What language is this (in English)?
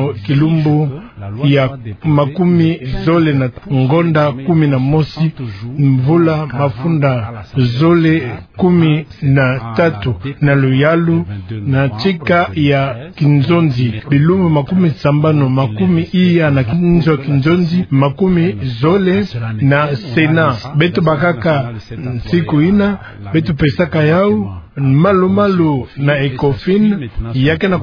Kituba (Democratic Republic of Congo)